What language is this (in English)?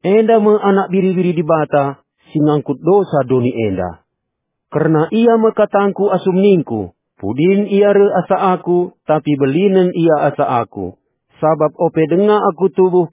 Batak Karo